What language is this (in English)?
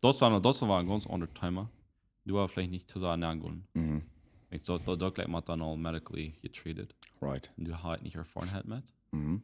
Plautdietsch